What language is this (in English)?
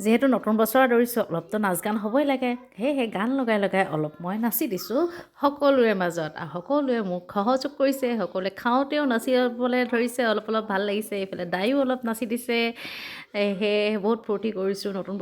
Assamese